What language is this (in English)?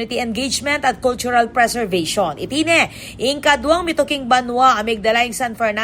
Pampanga